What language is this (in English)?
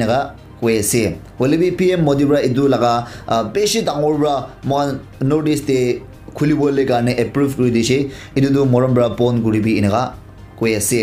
Naga Pidgin